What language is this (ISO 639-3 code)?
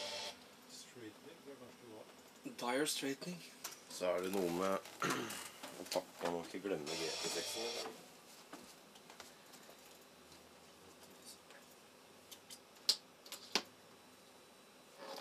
nor